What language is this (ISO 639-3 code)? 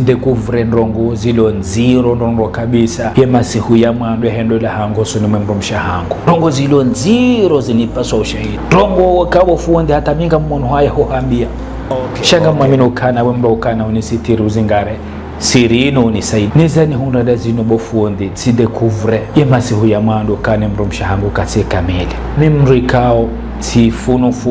zdj